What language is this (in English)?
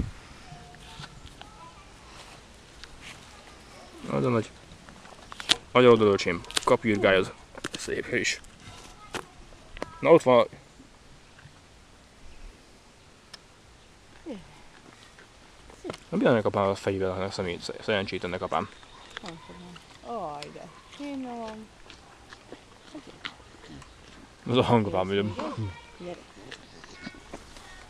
Hungarian